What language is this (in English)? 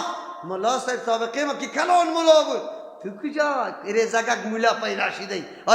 Persian